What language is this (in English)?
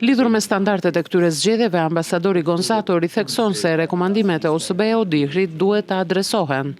Albanian